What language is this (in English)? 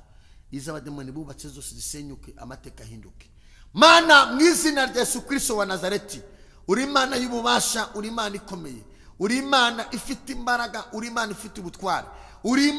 Kinyarwanda